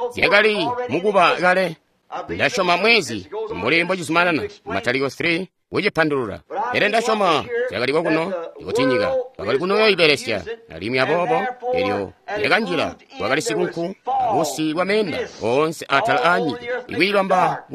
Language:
Tonga (Zambia)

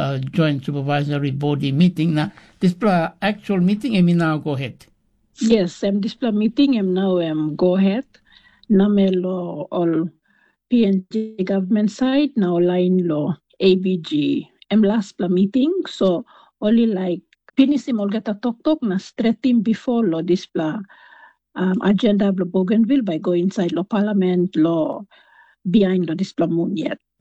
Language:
Tok Pisin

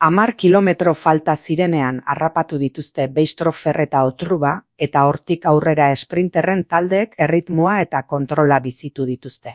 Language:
Basque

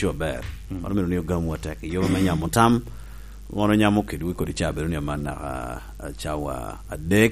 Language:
Lango (Uganda)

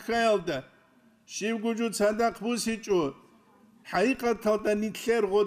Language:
Avaric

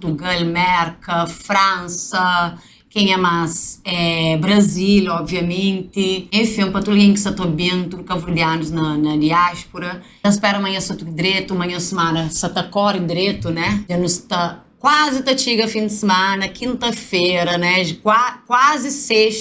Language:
Kabuverdianu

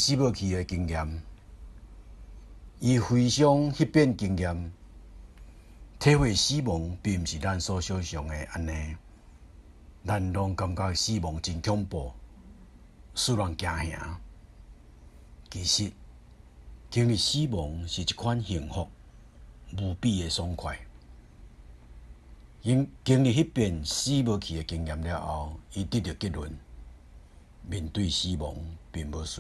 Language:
Min Nan Chinese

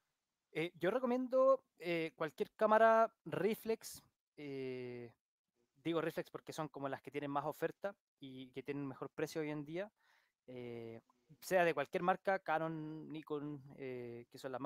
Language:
Spanish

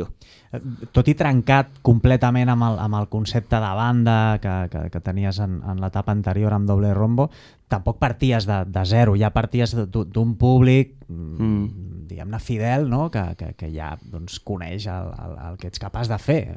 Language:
Catalan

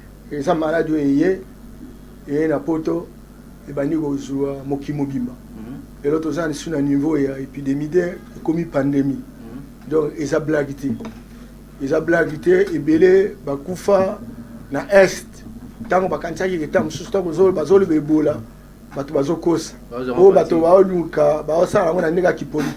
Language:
Lingala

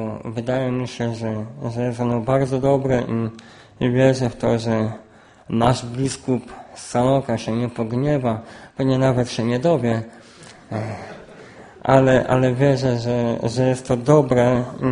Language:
Polish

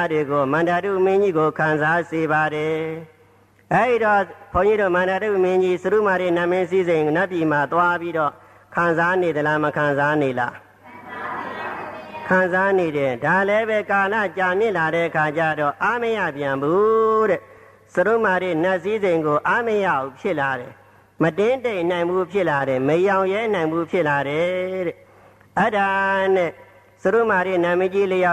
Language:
Burmese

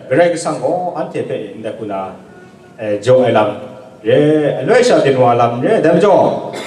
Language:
Kachin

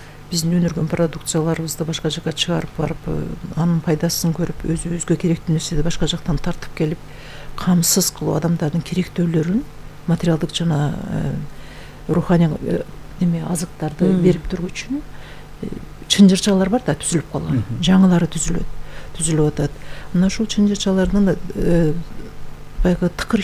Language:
Kyrgyz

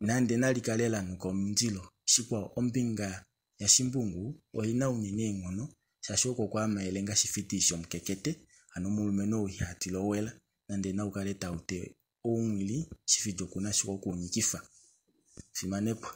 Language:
Kuanyama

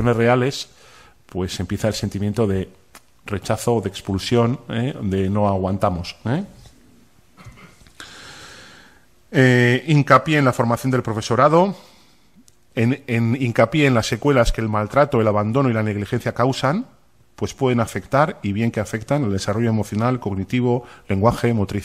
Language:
Spanish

